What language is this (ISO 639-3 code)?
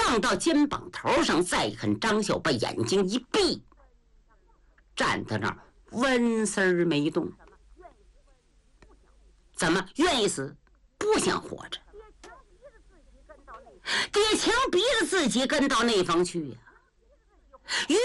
zho